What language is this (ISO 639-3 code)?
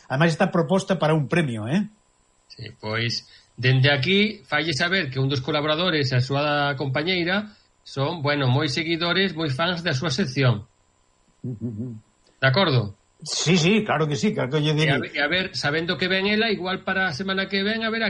glg